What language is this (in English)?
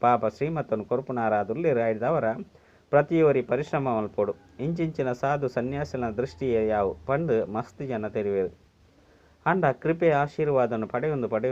Tulu